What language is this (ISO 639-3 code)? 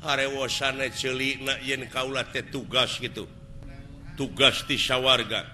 sun